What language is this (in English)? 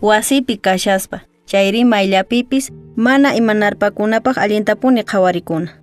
Quechua